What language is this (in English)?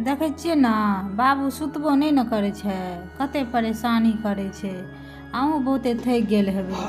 Maithili